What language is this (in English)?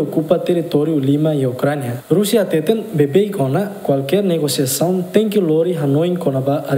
Tetum